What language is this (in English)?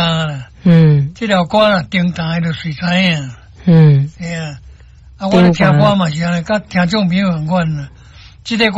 Min Nan Chinese